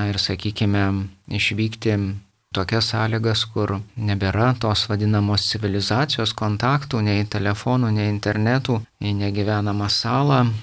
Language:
Lithuanian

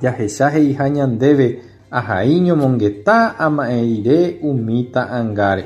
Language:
Guarani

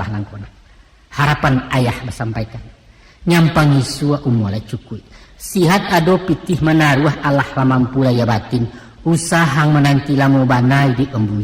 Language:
Minangkabau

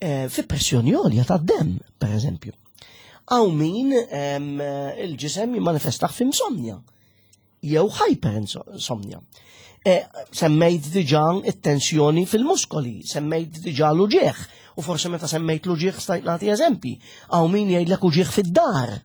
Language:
Maltese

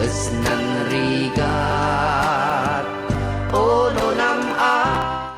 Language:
Kankanaey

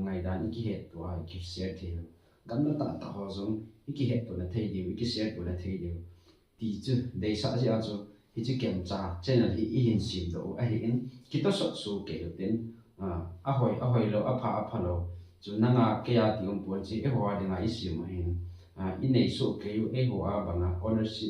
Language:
Thado Chin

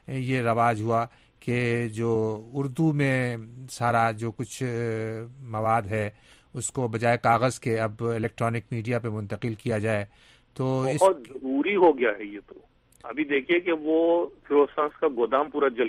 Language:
Urdu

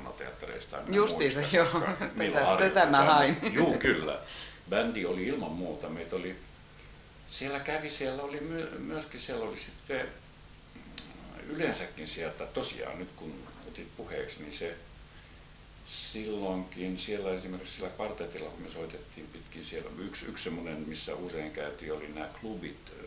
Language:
Finnish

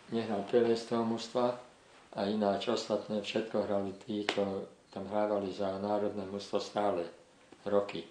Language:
Slovak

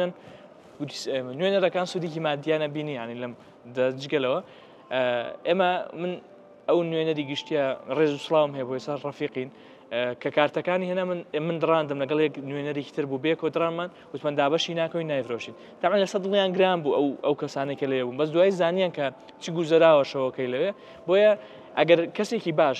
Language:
Central Kurdish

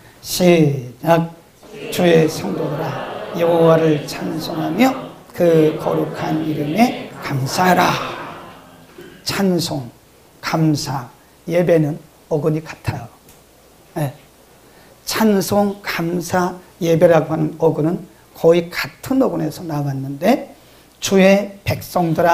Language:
Korean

